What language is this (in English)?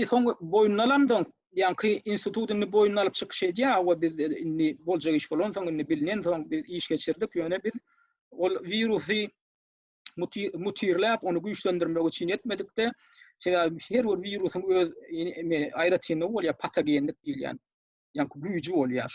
Turkmen